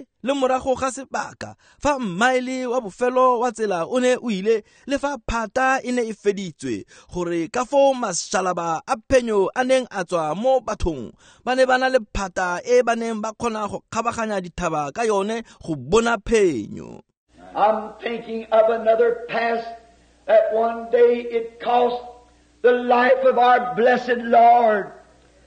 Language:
Tswana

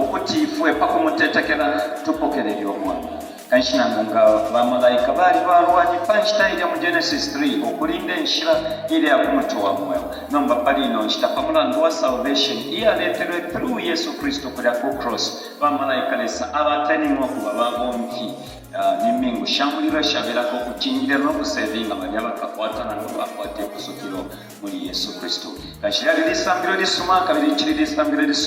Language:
Bemba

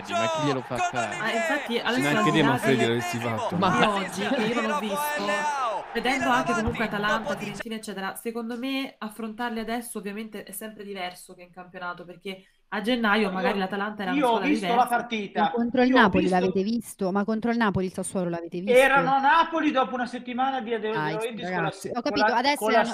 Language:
Italian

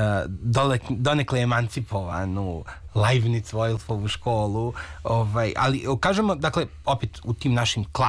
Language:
Serbian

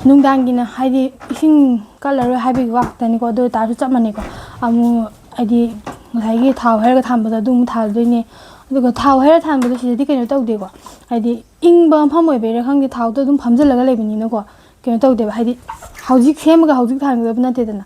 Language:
Manipuri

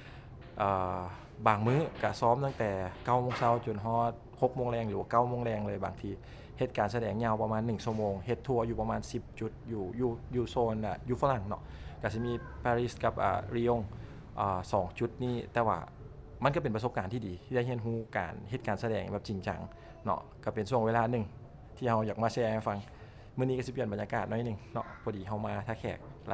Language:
Lao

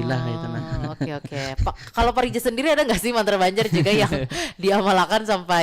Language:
Banjar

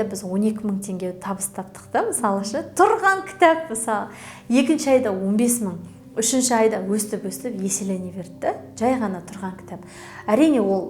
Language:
Kazakh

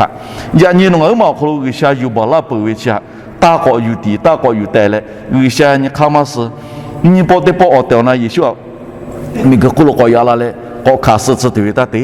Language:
Lahu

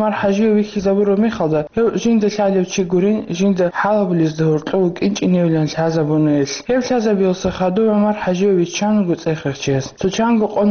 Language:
Avaric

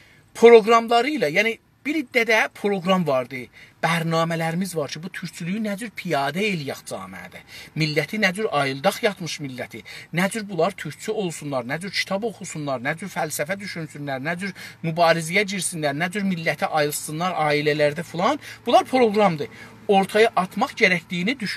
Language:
South Azerbaijani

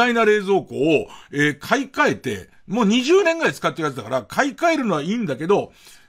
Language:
Japanese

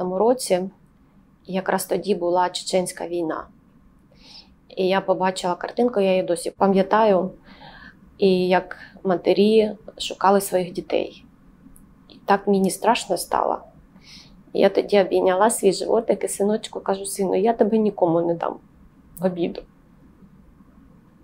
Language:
Ukrainian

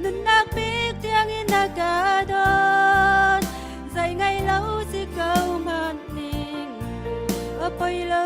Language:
Hakha Chin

